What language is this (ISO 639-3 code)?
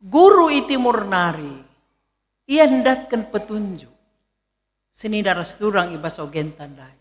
btx